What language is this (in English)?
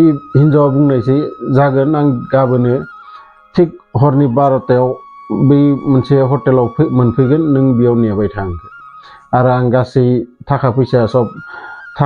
Bodo